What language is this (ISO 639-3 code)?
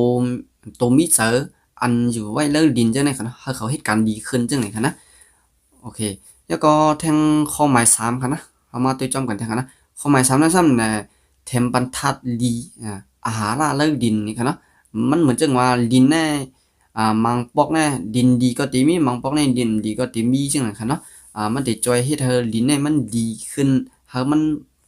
shn